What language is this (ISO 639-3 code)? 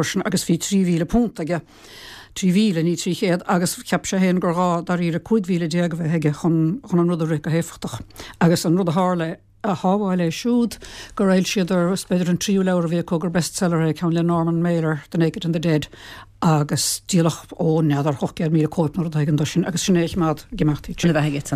gle